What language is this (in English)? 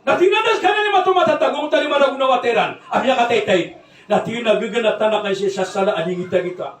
Maranao